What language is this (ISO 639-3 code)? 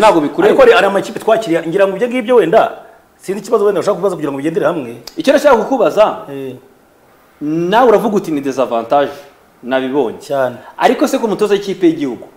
kin